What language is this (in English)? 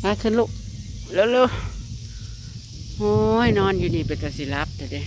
Northeastern Thai